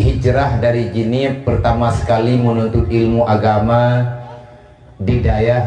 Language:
Achinese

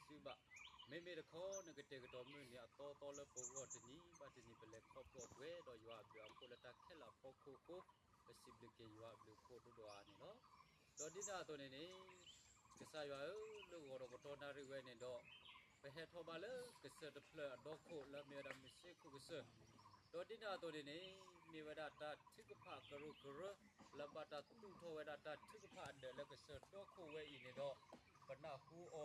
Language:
S'gaw Karen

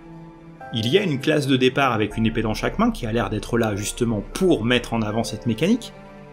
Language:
French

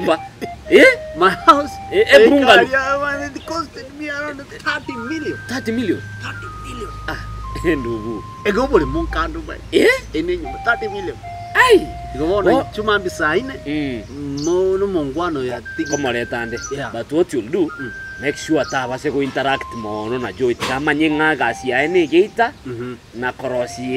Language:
Gusii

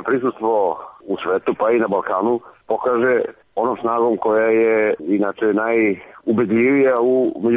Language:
Serbian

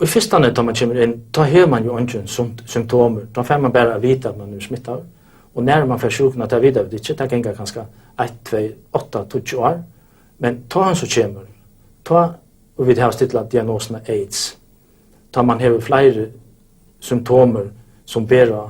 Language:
Faroese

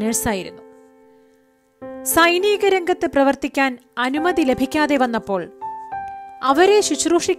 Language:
Malayalam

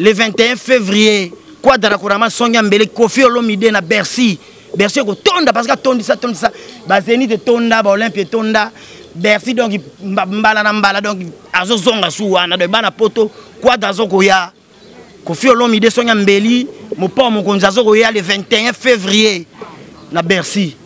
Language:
Lingala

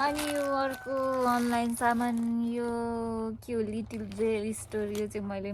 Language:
Nepali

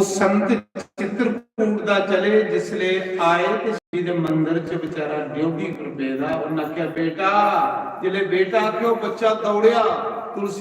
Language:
Dogri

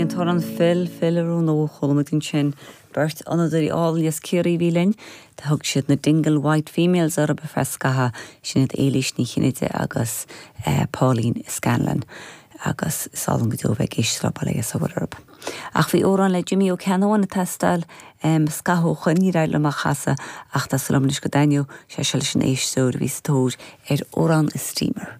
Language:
Irish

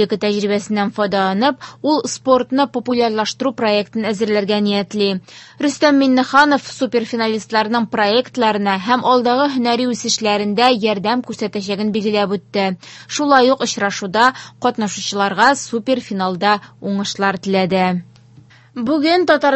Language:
Tatar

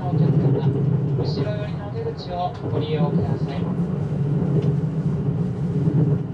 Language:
Japanese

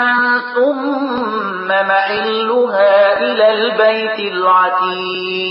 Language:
Pashto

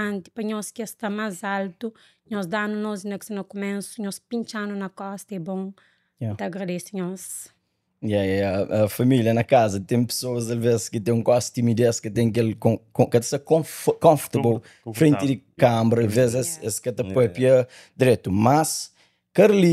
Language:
Kabuverdianu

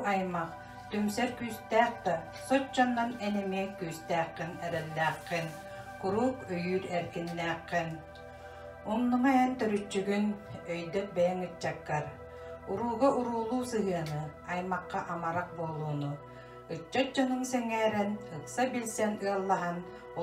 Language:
Yakut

